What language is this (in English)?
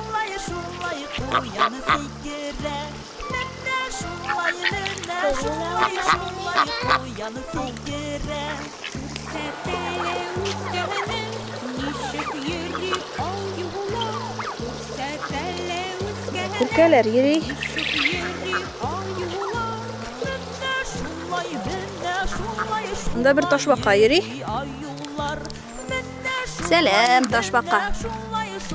Tatar